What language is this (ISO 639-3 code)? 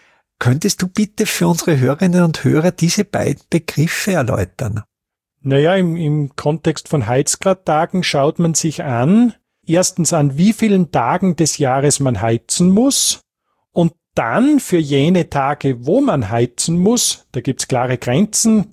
deu